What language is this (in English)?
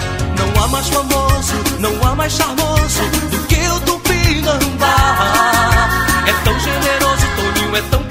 Portuguese